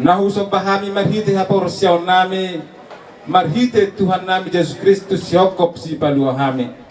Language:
Batak Toba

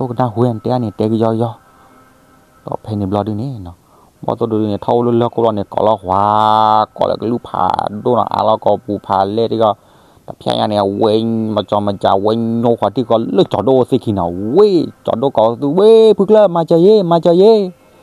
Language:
S'gaw Karen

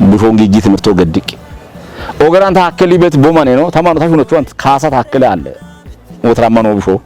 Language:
Kafa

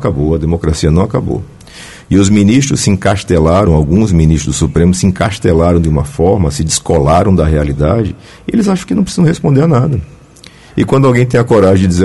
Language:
Portuguese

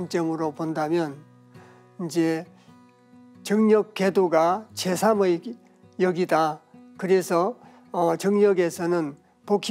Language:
Korean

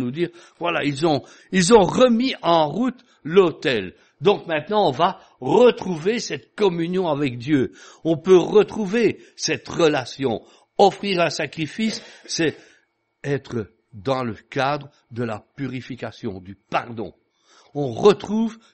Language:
French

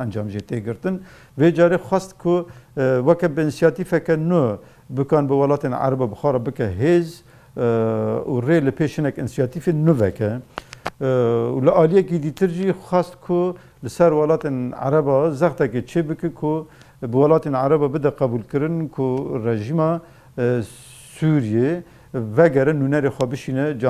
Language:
Kurdish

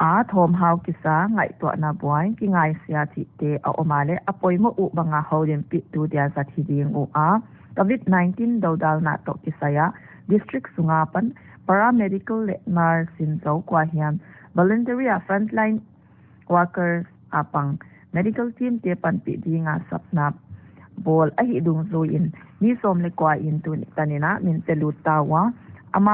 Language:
Paite Chin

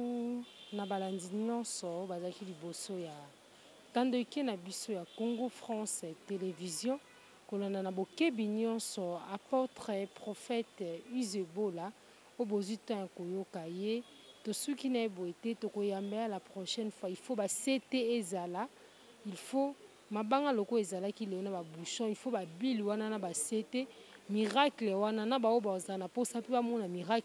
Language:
Lingala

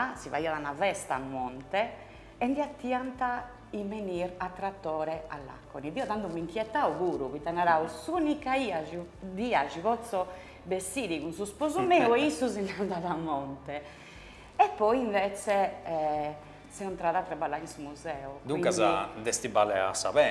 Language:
Sardinian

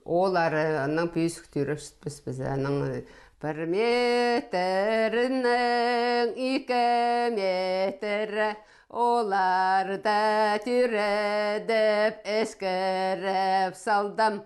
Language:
Khakas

